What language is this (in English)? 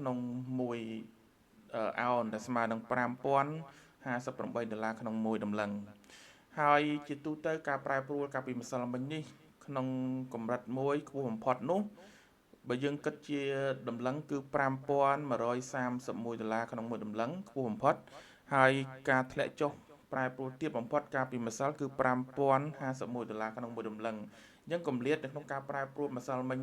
Khmer